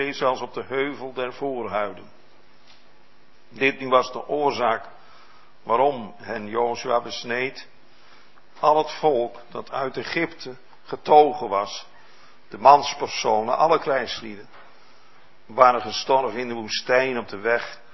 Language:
Dutch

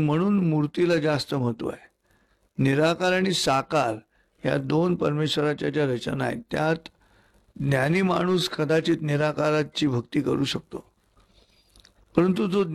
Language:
Marathi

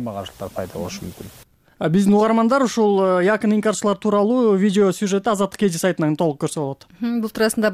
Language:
Kyrgyz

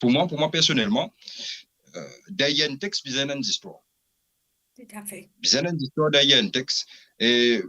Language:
Morisyen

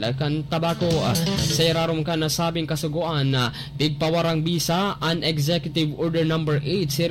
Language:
Bikol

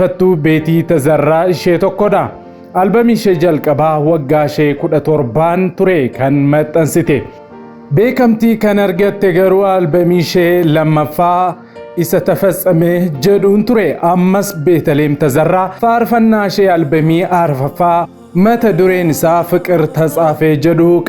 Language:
Oromo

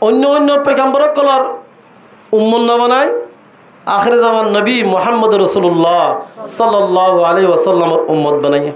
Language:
Rohingya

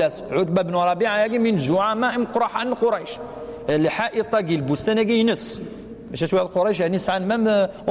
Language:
Kabyle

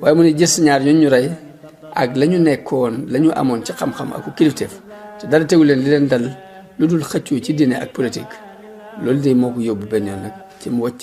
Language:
Wolof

